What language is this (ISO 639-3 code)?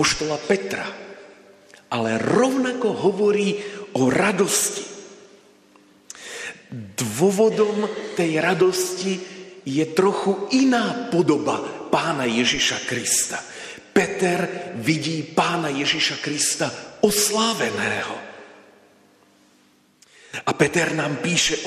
slk